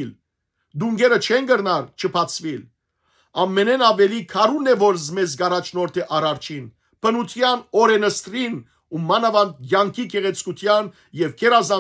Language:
Western Armenian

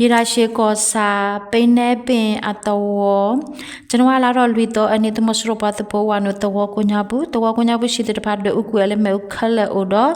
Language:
S'gaw Karen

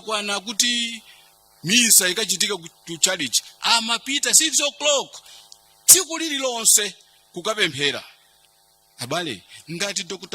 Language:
Nyanja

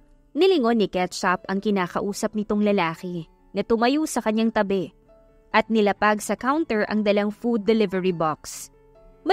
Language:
Filipino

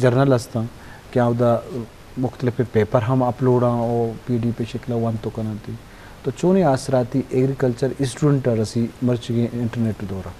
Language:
Eastern Balochi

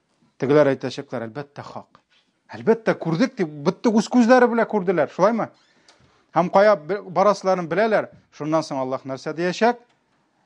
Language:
Tatar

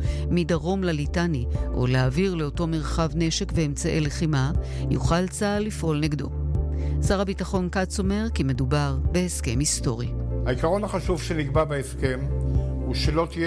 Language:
Hebrew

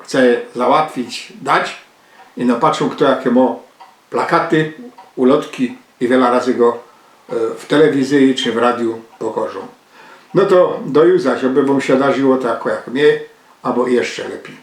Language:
Silesian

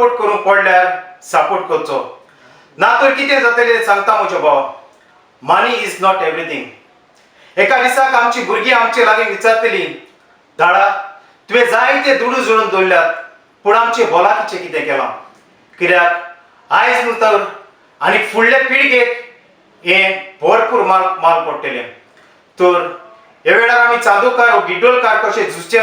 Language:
Konkani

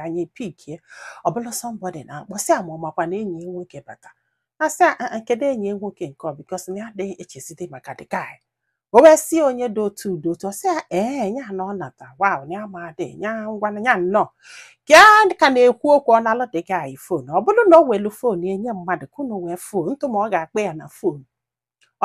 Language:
Igbo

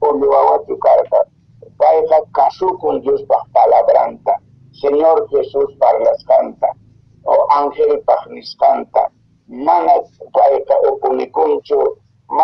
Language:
Quechua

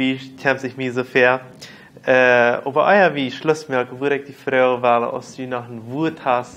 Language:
Plautdietsch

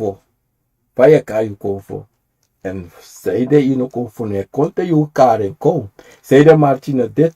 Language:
Sranan Tongo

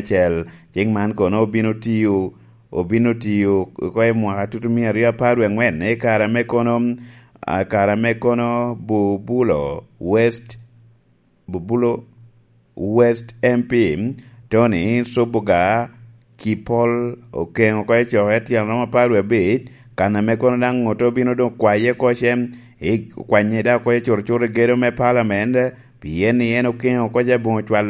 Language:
Lango (Uganda)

